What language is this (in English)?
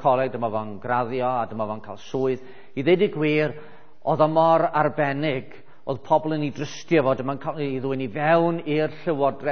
Welsh